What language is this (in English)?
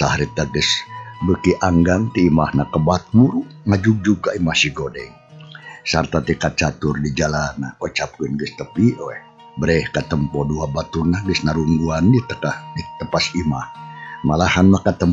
Sundanese